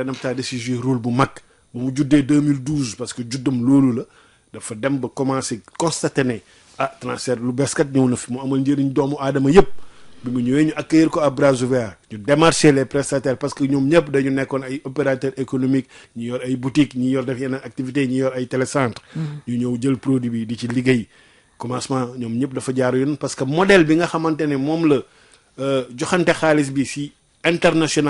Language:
Wolof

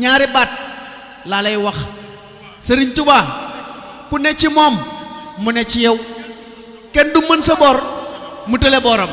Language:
Wolof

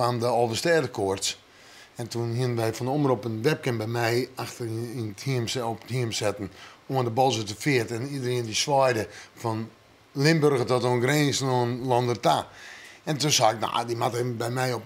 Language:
Western Frisian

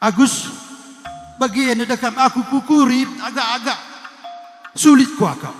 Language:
Batak Karo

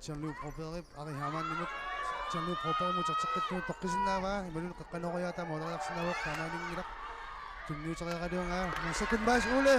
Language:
Kalaallisut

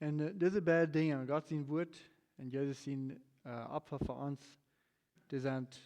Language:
Plautdietsch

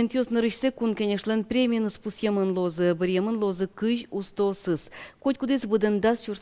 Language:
Udmurt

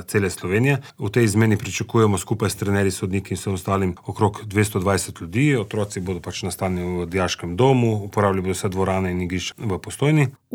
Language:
Slovenian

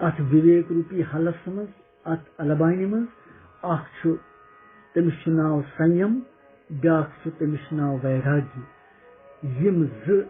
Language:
Kashmiri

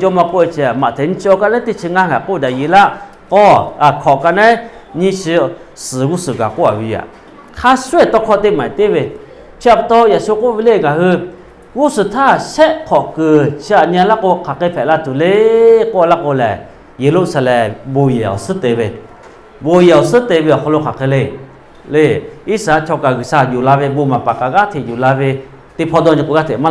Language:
Lahu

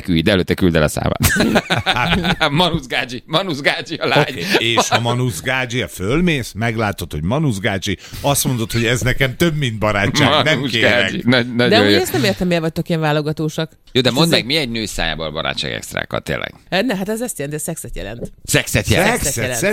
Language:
Hungarian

